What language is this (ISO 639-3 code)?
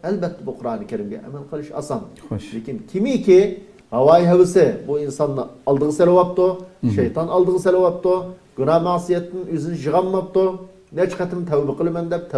uig